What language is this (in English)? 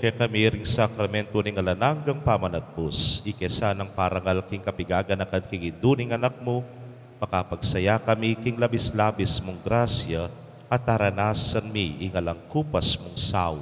Pampanga